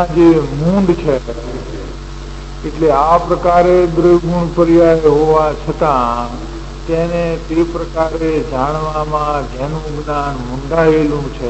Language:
Gujarati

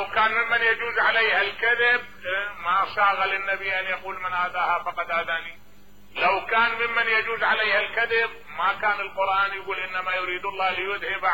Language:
Mesopotamian Arabic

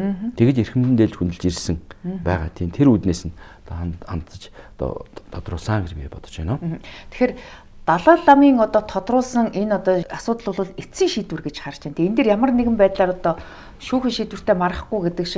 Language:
Mongolian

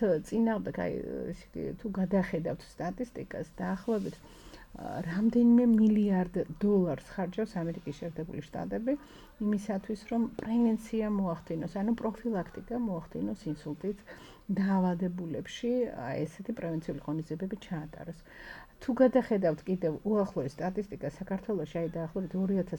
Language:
Georgian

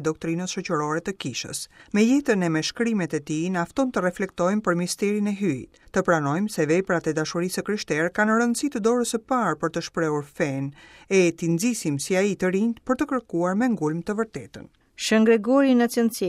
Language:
Albanian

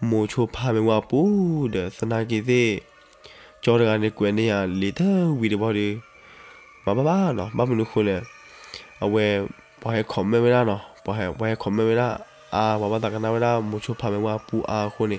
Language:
S'gaw Karen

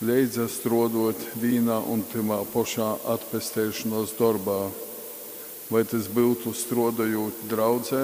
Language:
Latgalian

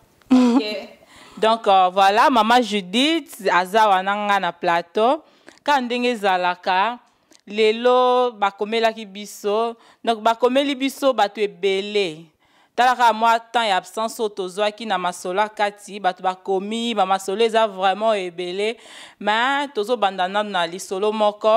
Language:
Lingala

